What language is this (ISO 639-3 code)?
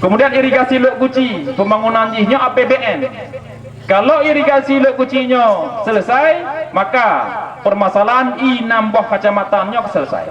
ace